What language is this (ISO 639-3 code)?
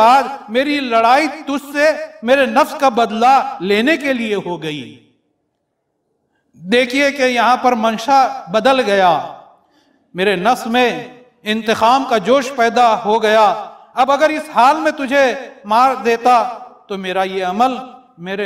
urd